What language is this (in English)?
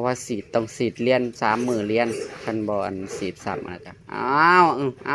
Northeastern Thai